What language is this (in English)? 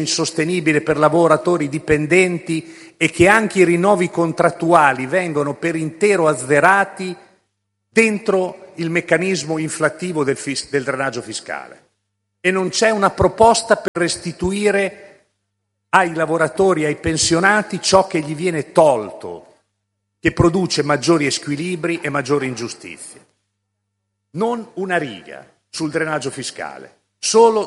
Italian